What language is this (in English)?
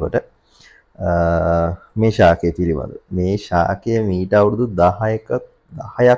Sinhala